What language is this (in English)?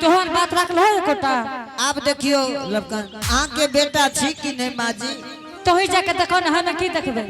Angika